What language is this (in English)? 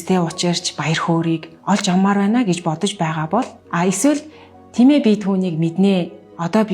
Mongolian